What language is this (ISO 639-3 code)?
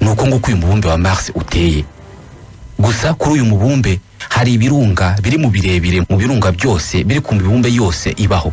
kin